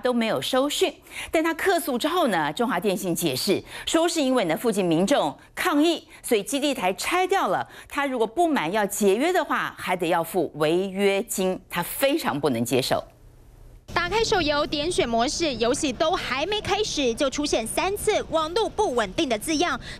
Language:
Chinese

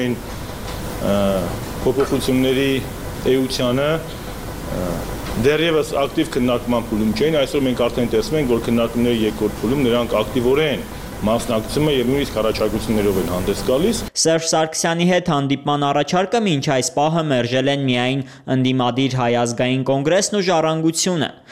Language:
Armenian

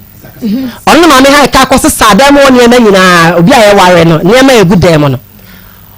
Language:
Akan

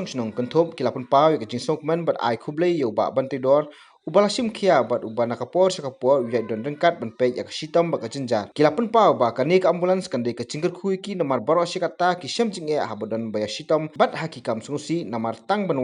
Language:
Khasi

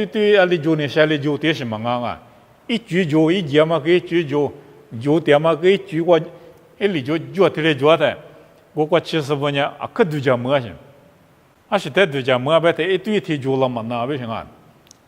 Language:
Lisu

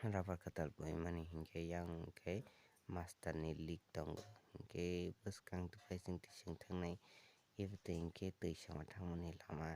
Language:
Kok Borok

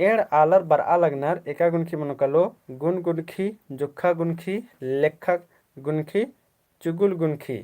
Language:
Kurukh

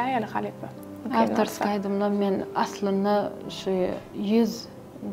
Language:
Turkmen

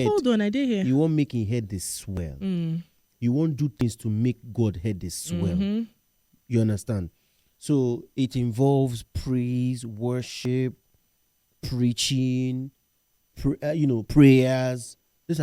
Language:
Nigerian Pidgin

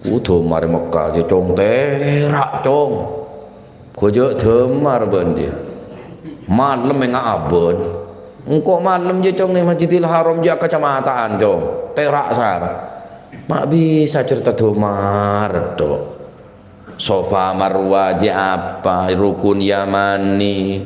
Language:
Madurese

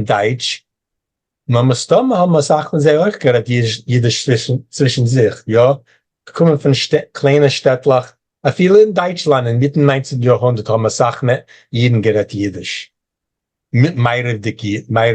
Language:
Yiddish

